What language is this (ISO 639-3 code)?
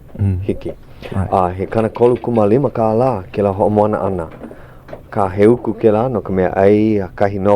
haw